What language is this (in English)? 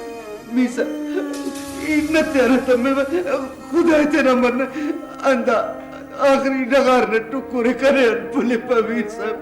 Brahui